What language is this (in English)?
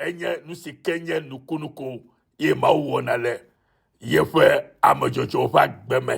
Ewe